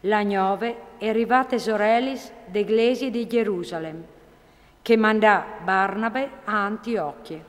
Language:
Friulian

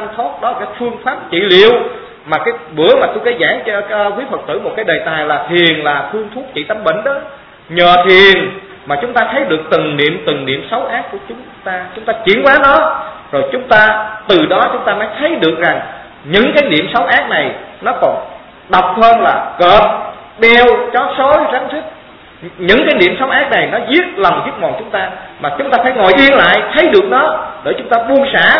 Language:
Vietnamese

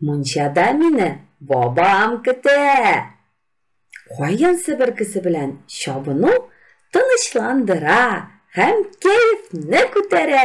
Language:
Tatar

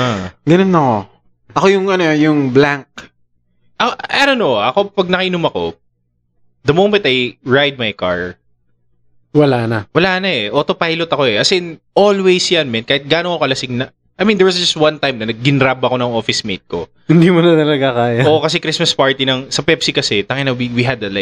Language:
Filipino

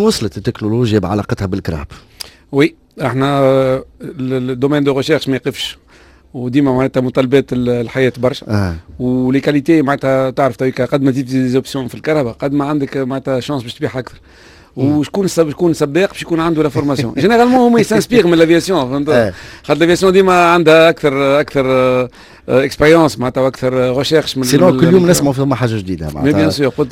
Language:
Tunisian Arabic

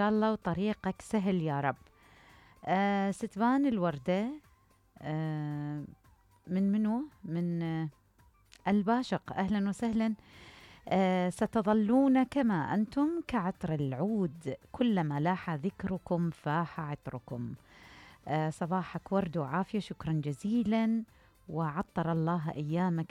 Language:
Mesopotamian Arabic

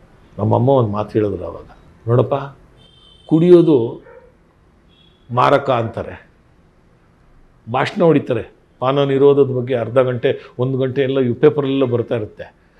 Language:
Kannada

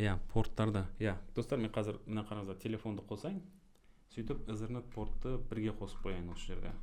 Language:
Kazakh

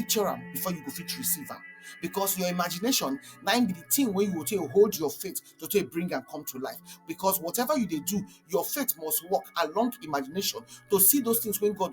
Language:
Nigerian Pidgin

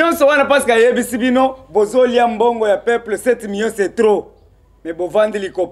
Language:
Lingala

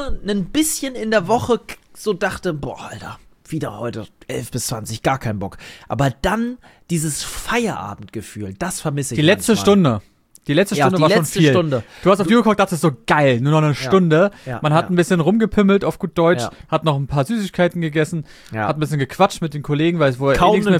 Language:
German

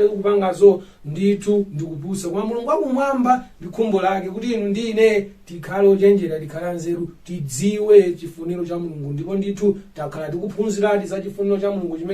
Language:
Nyanja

